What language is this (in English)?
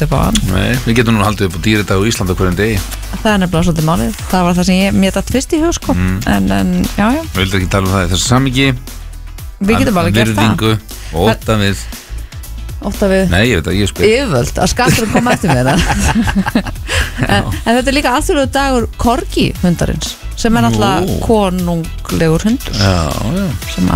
Icelandic